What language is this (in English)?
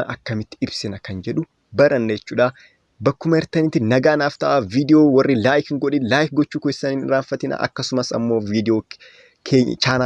Oromo